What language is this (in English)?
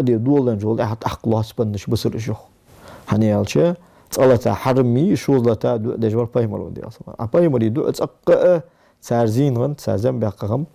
Ingush